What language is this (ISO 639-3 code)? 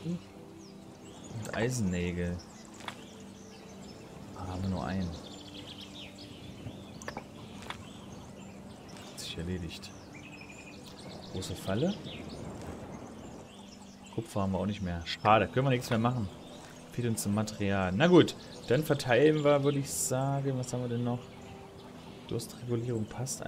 deu